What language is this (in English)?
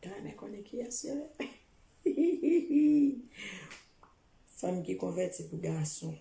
Haitian Creole